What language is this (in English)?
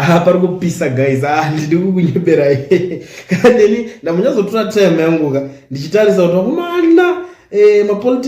Shona